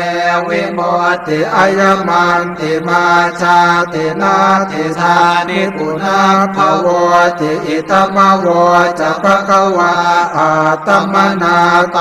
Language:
Pali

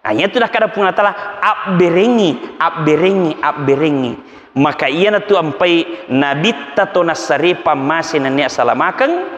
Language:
Buginese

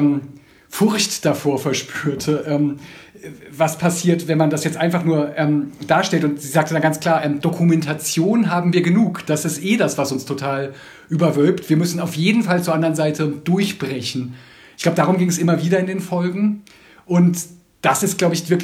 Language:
German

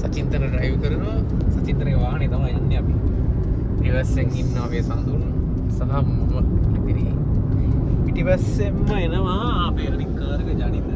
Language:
Sinhala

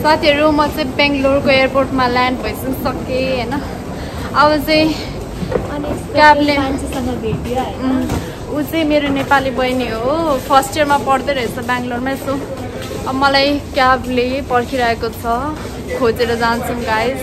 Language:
Nepali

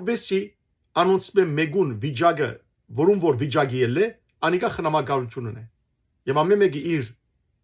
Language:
Western Armenian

